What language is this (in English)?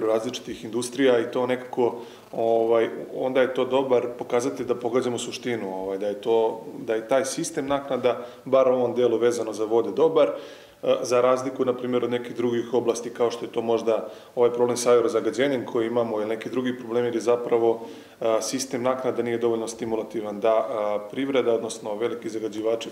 Serbian